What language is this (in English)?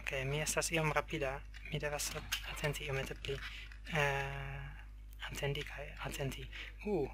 Esperanto